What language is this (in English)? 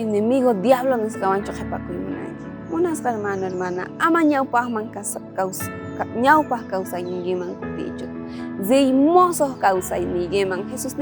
South Bolivian Quechua